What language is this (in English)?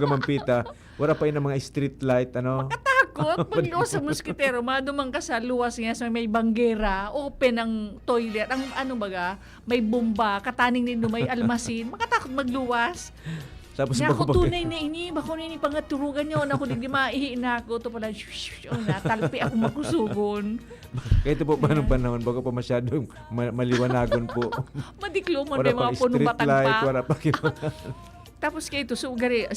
Bikol